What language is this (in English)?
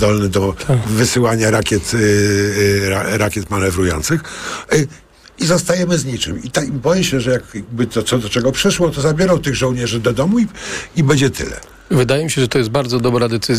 Polish